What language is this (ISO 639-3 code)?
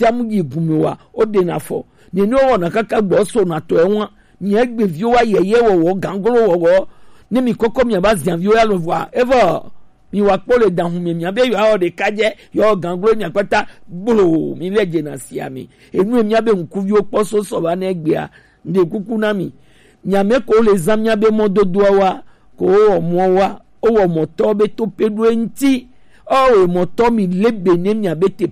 gej